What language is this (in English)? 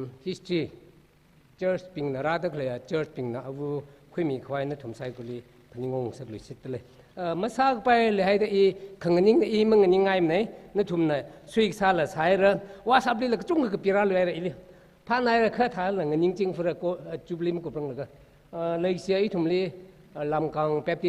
Tangkhul Naga (India)